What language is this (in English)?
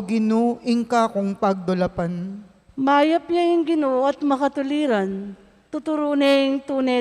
Pampanga